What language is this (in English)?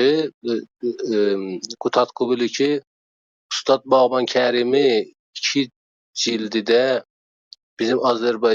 South Azerbaijani